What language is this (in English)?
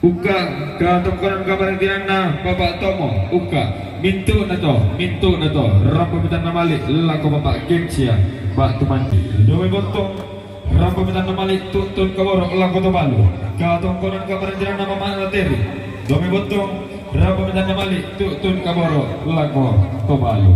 Toraja-Sa'dan